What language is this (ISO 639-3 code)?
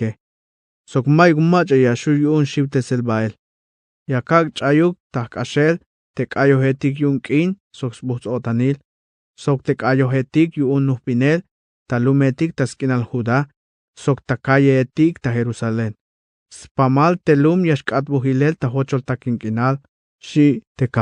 tzh